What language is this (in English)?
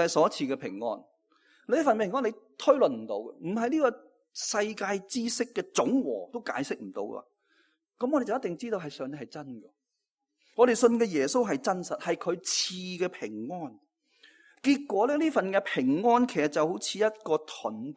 Cantonese